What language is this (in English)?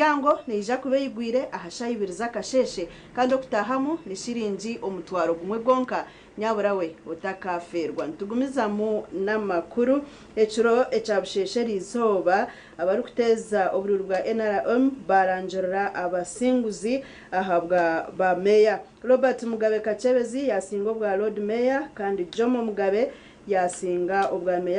Nyankole